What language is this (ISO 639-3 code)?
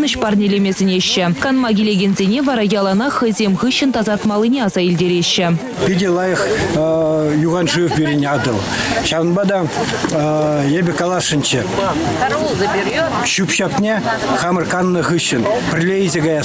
chv